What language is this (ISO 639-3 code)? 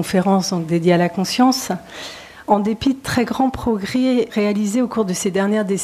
fra